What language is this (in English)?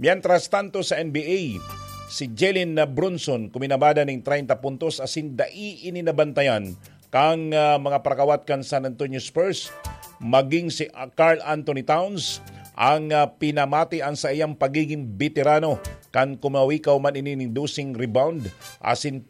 Bikol